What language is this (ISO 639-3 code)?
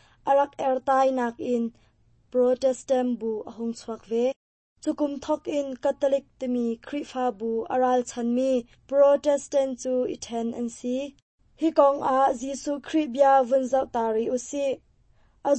cnh